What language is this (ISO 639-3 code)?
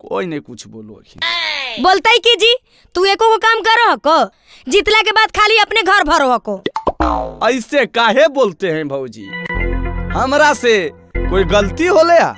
mag